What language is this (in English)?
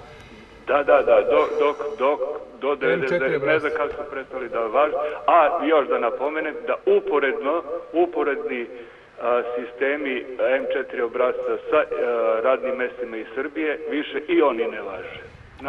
Serbian